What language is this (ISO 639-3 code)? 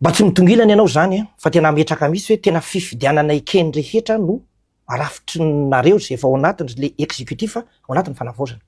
mlg